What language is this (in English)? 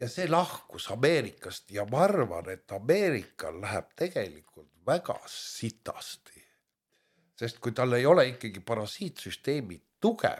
Estonian